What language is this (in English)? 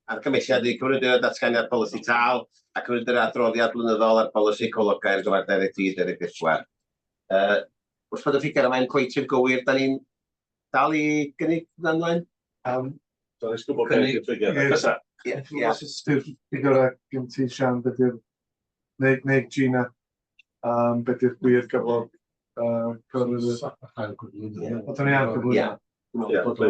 Welsh